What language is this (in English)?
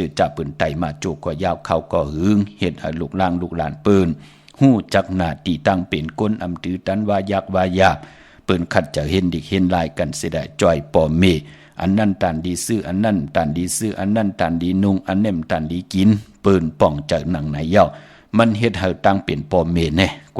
Shan